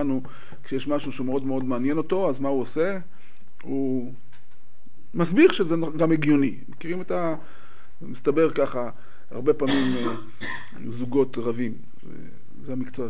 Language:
Hebrew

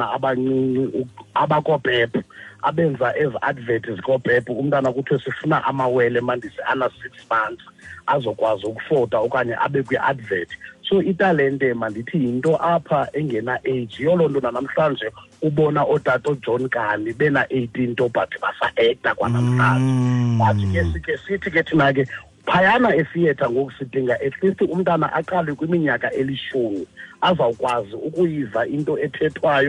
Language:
Xhosa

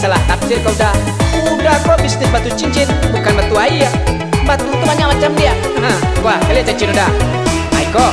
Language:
Minangkabau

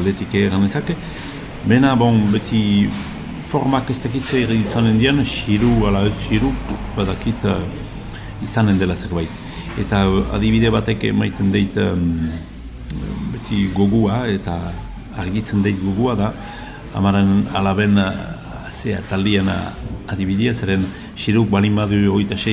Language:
Basque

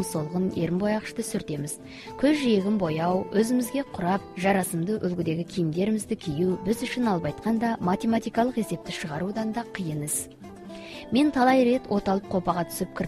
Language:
Kazakh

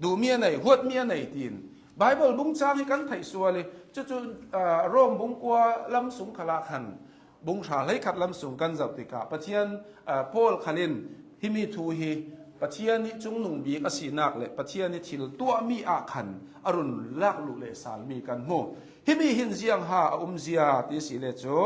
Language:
Hakha Chin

